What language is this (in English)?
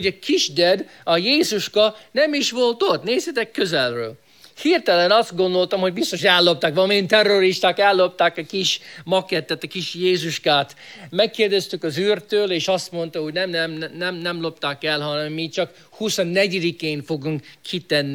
Hungarian